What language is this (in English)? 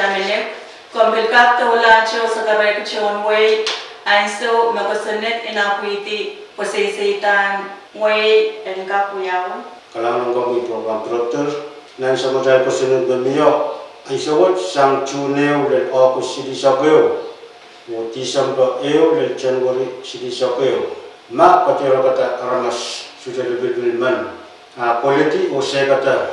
Pohnpeian